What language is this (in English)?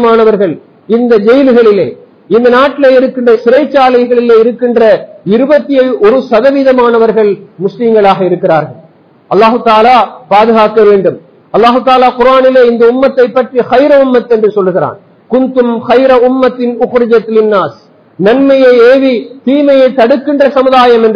Tamil